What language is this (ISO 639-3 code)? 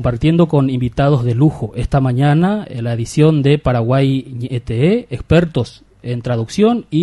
grn